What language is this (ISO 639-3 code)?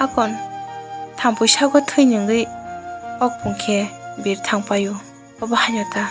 trp